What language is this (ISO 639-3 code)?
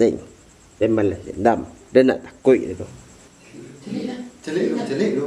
min